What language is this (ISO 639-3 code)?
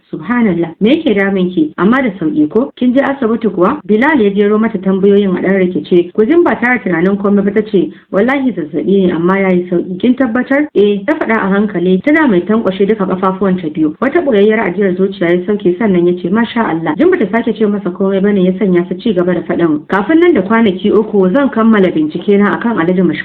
hau